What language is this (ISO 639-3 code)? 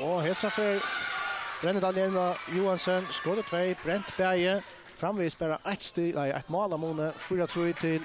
fao